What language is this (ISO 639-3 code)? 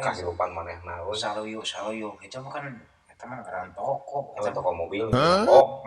sun